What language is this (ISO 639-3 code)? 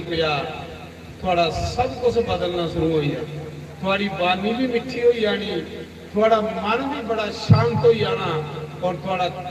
doi